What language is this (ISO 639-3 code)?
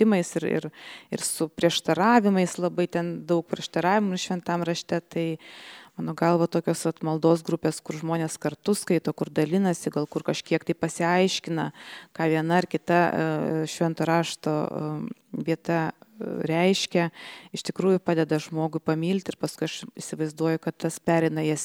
lit